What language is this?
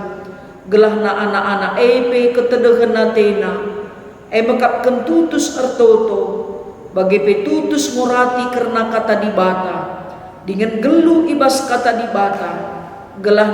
Batak Karo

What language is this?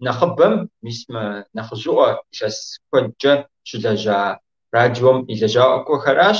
Kabardian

